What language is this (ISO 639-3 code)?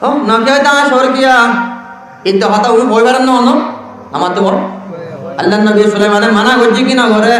rhg